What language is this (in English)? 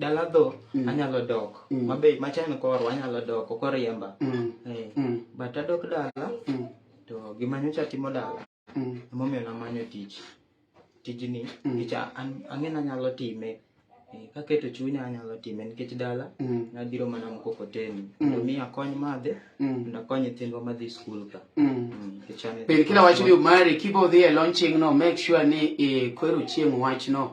Luo (Kenya and Tanzania)